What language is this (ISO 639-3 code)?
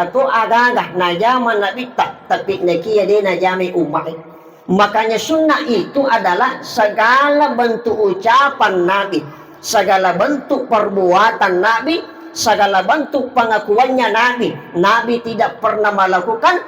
bug